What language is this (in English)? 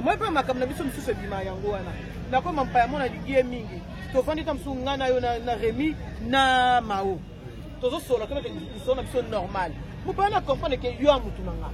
Lingala